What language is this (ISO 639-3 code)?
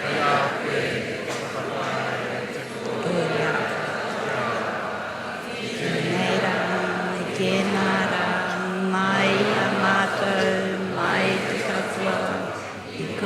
mri